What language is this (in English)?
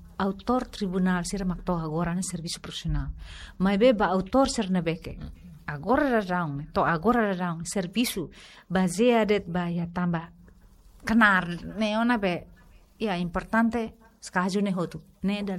Tetum